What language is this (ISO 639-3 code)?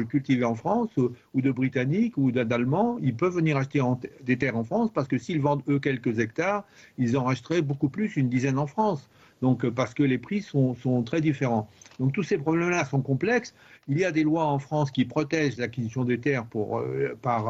fra